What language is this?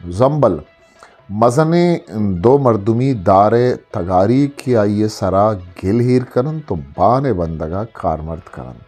Eastern Balochi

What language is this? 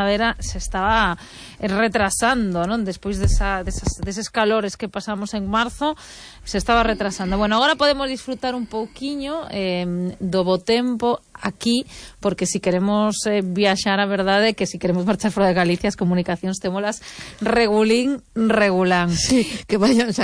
Galician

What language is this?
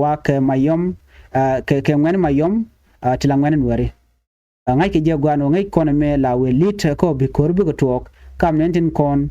Nuer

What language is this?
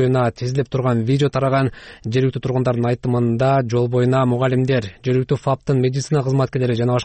Kyrgyz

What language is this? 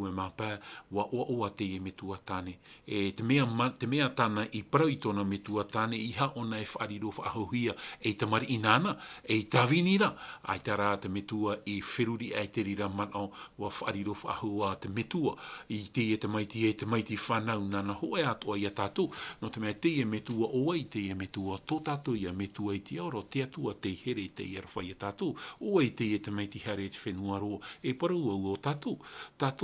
Tahitian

